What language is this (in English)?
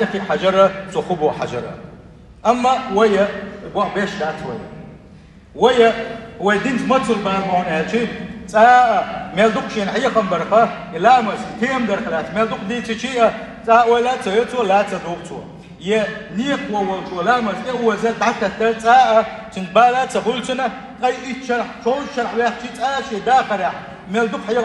Chechen